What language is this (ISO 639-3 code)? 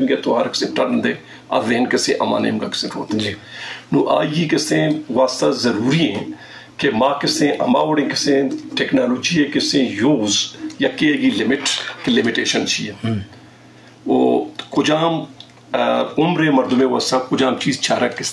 bgp